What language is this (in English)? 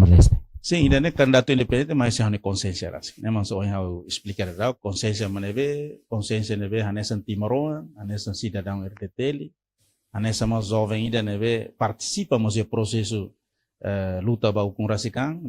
Tetum